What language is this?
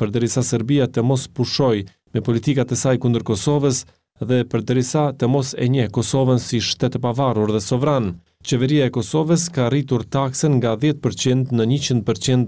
Albanian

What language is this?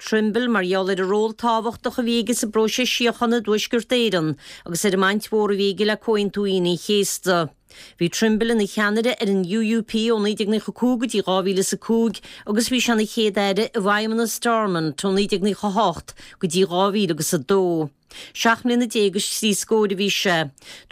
Irish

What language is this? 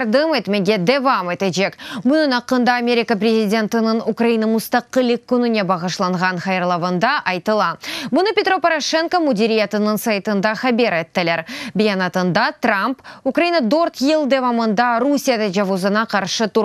Crimean Tatar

